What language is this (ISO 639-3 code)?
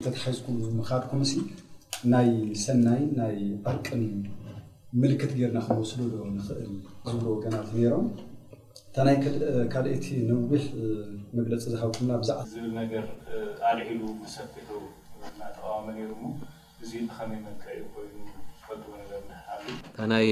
tir